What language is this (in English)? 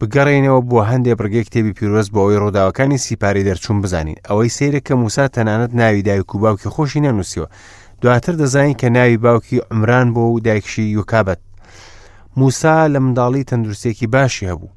Central Kurdish